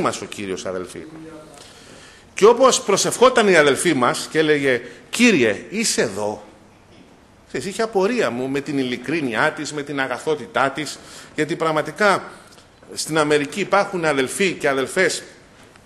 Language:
Greek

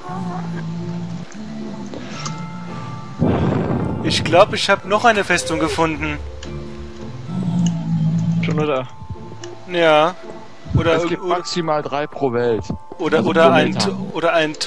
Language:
German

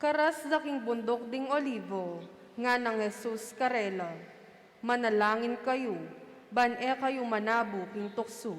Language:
Pampanga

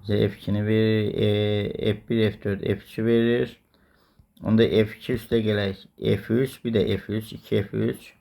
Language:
Azerbaijani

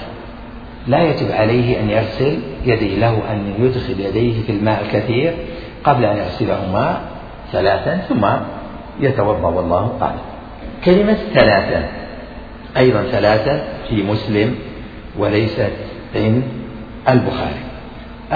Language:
Arabic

